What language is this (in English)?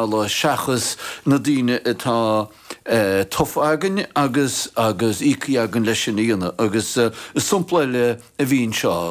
Irish